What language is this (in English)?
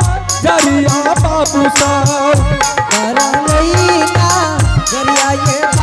Angika